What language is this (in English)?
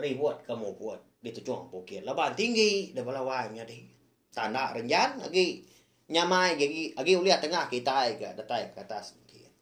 Iban